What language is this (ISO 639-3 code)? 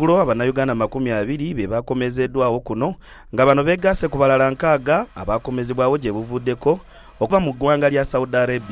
lug